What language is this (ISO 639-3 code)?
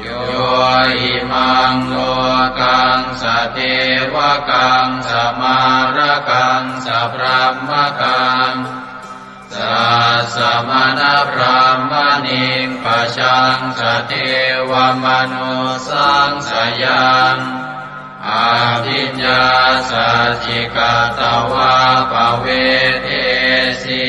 pli